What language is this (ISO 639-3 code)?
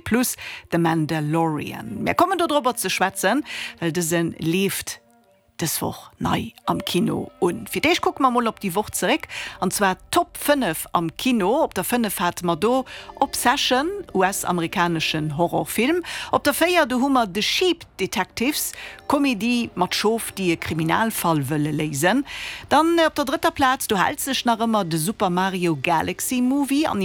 ltz